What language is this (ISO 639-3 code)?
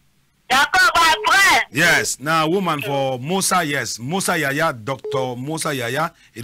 wes